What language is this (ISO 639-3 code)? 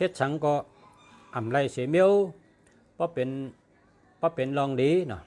shn